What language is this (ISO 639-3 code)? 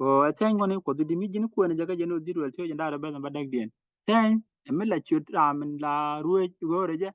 nus